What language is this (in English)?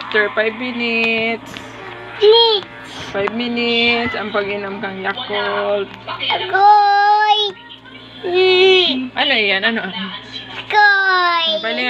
Bikol